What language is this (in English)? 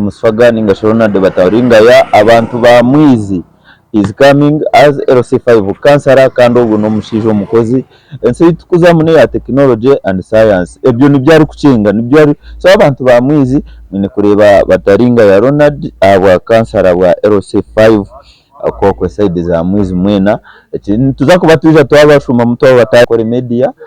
Nyankole